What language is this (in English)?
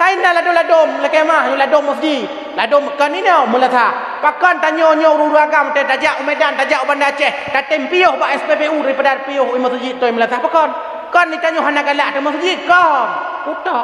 Achinese